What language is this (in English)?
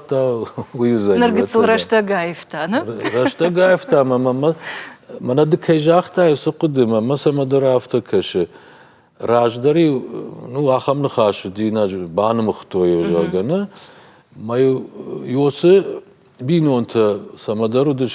Ossetic